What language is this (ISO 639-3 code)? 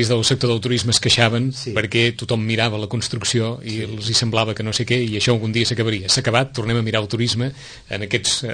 cat